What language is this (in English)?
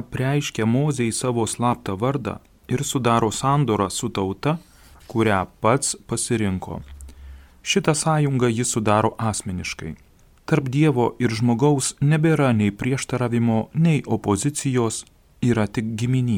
Lithuanian